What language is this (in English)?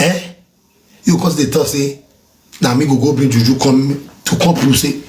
Nigerian Pidgin